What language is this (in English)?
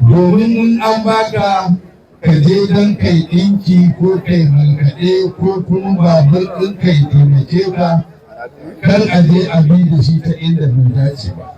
Hausa